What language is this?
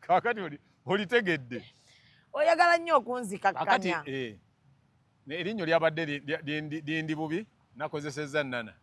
Ganda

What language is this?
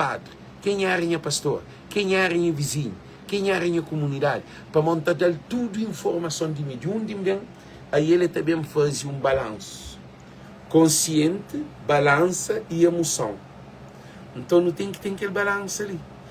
Kabuverdianu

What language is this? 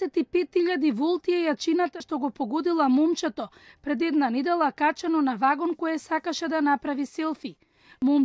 Macedonian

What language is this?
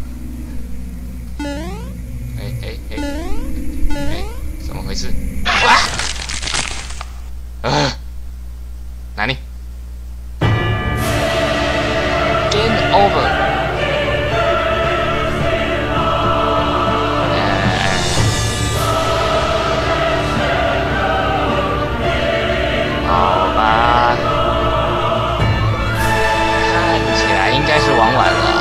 Chinese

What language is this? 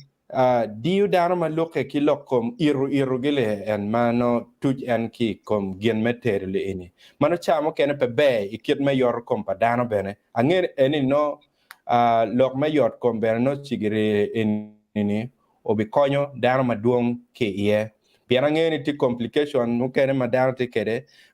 Acoli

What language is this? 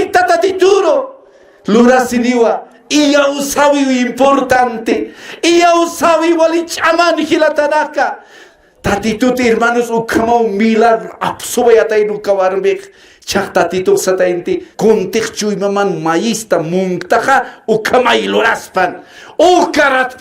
Aymara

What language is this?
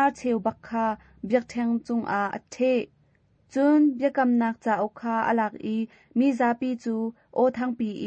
Hakha Chin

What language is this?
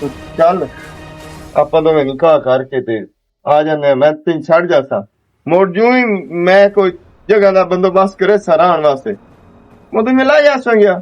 Western Panjabi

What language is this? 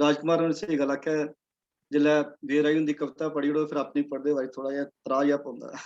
Dogri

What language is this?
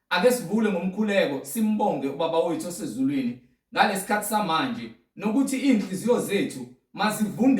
Zulu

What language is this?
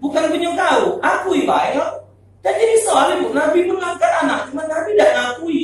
Musi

